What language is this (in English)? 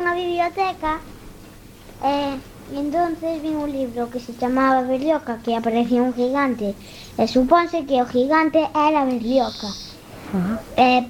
Galician